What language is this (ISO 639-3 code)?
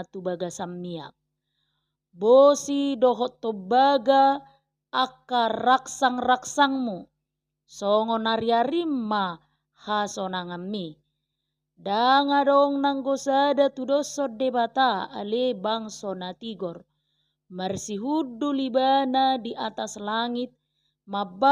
bbc